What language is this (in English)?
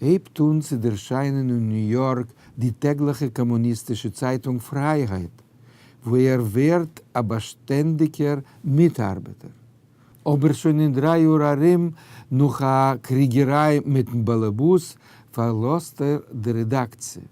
Yiddish